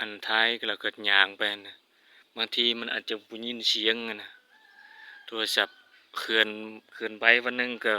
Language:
Lao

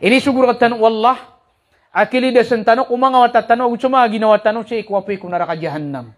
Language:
Maranao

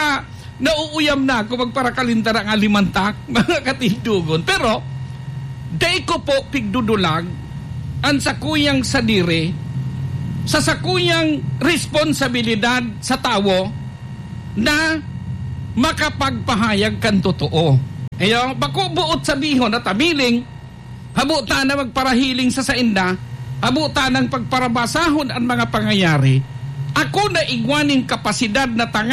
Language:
Bikol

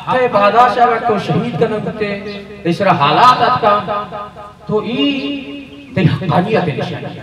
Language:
Baluchi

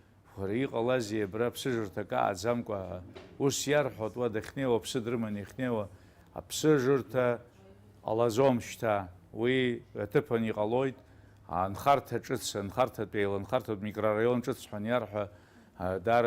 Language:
Abkhazian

